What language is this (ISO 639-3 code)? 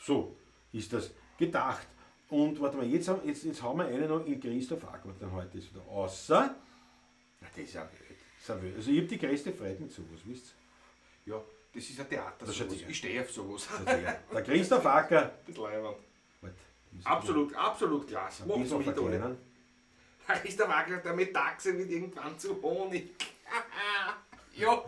bar